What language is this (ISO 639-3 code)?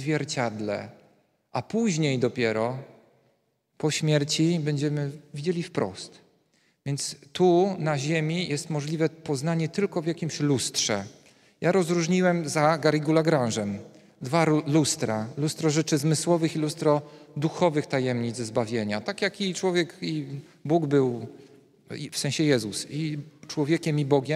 pol